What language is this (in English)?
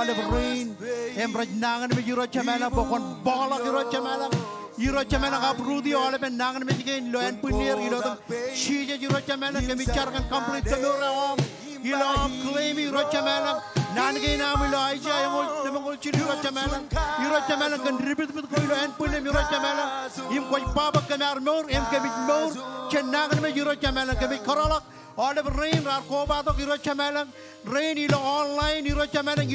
Marshallese